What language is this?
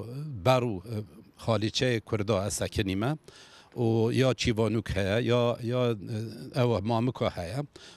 Kurdish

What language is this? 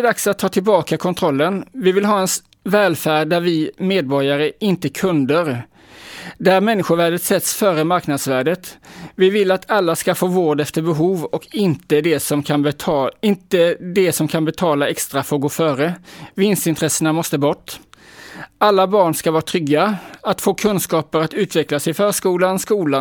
Swedish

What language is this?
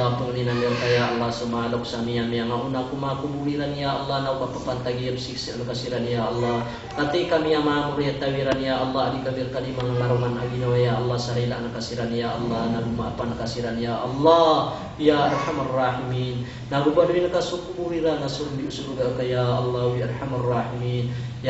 Maranao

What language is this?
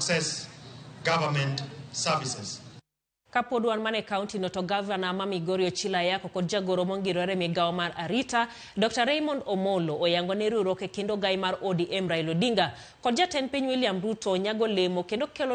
Luo (Kenya and Tanzania)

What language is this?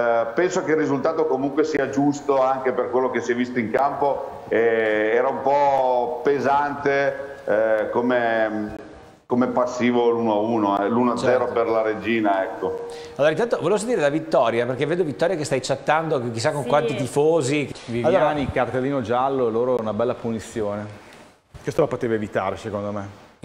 Italian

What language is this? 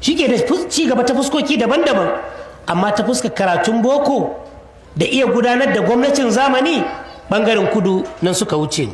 Hausa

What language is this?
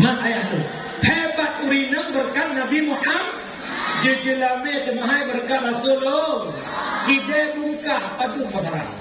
Achinese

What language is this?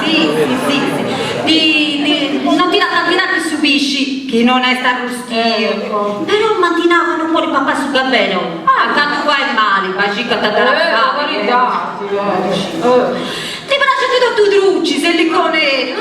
Sardinian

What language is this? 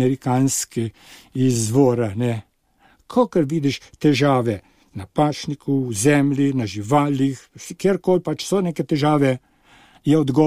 Slovenian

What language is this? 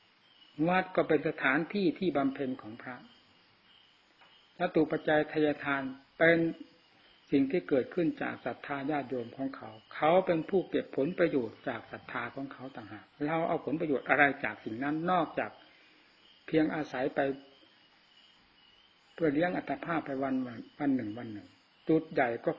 Thai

